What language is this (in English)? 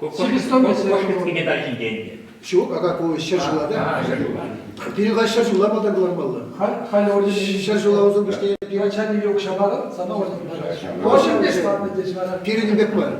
Chuvash